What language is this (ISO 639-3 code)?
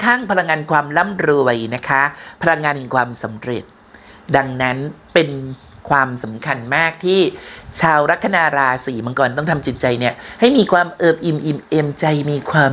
tha